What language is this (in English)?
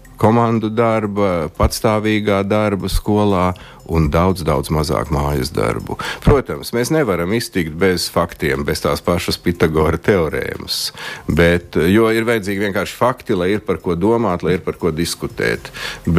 Latvian